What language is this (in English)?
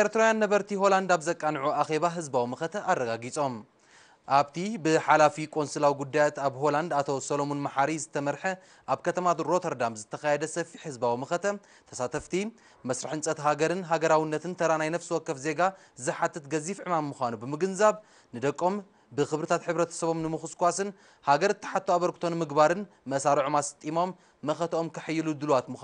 Tigrinya